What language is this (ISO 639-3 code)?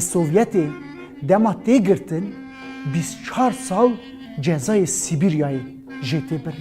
kur